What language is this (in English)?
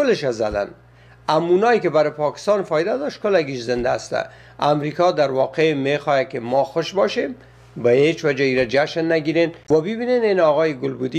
Persian